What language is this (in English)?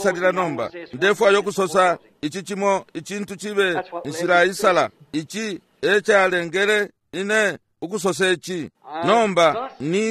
Bemba